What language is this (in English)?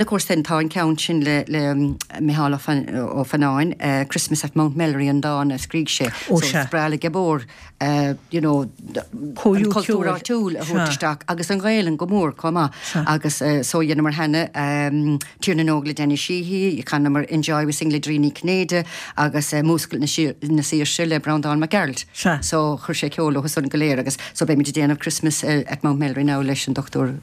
Irish